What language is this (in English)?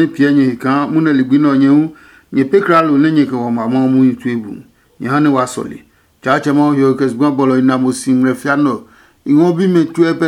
Adangme